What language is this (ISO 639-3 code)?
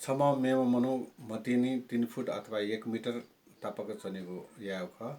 new